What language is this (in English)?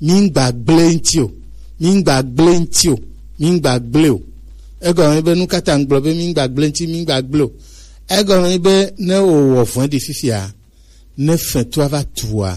Gen